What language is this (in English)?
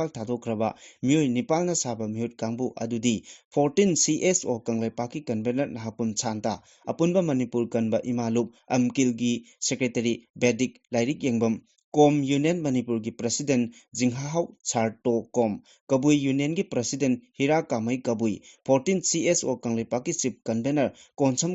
Manipuri